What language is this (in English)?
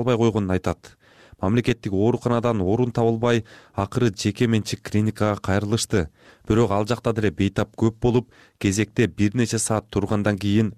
Kyrgyz